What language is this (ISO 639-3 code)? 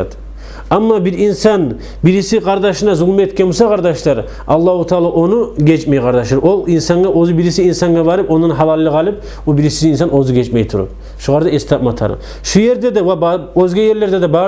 kum